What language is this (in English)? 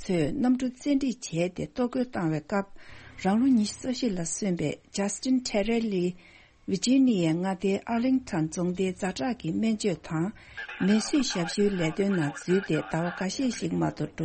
Tibetan